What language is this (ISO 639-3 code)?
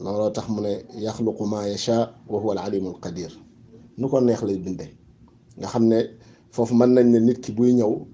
wol